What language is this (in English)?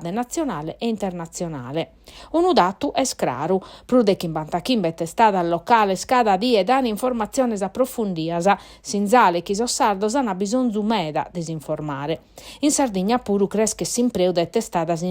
Sardinian